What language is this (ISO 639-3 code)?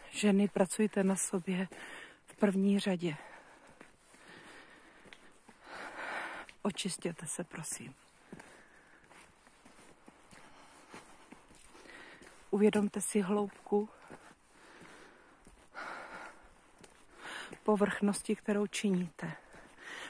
ces